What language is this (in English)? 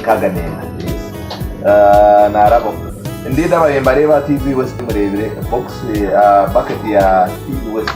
Nyankole